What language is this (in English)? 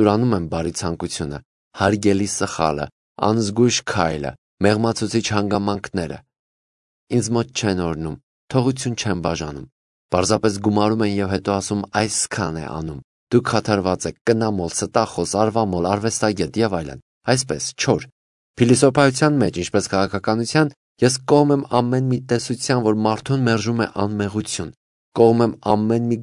Armenian